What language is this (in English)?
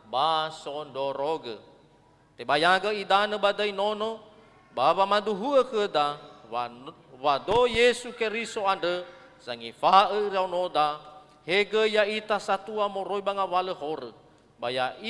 Nias